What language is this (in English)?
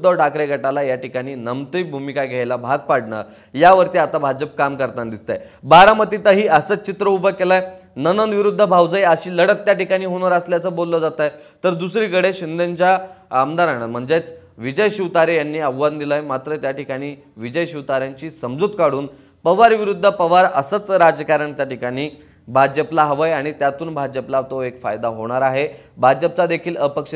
Marathi